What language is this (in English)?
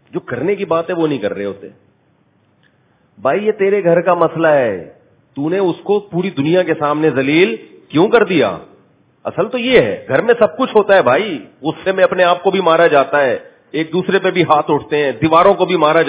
Urdu